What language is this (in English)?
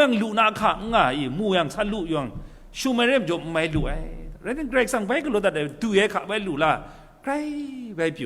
Kachin